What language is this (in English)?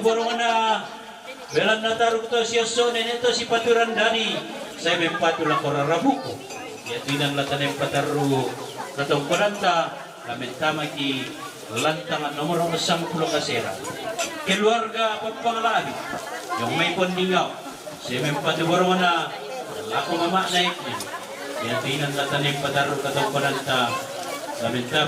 Toraja-Sa'dan